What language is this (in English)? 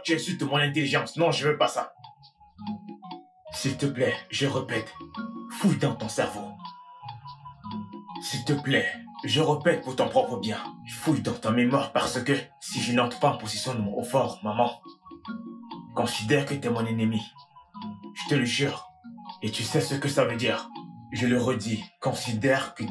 French